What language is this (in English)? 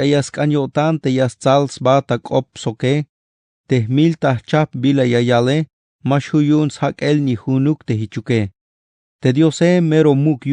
Tzeltal